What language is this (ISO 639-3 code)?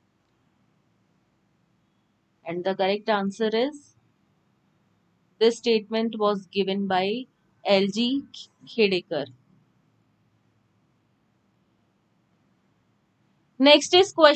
hin